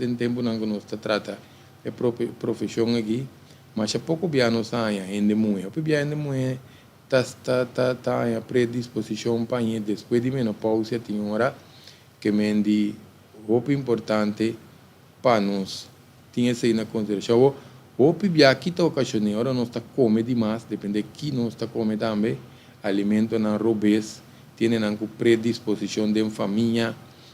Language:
Papiamento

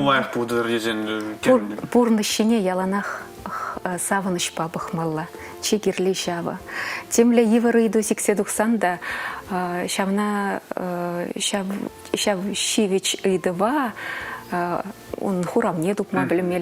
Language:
Chuvash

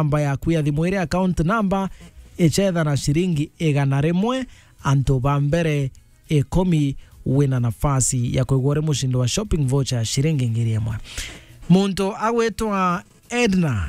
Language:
Meru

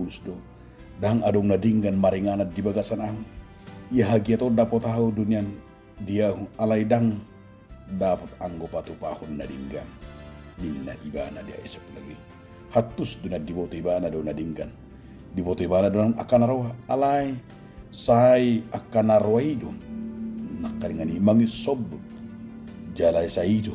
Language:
Batak Toba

